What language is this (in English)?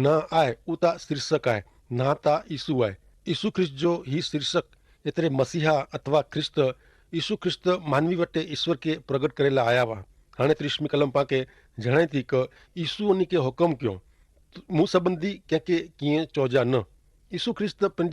Kachhi